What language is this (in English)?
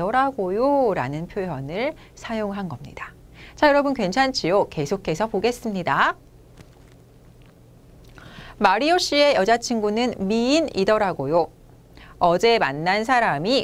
Korean